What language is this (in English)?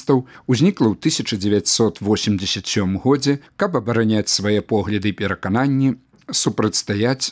Belarusian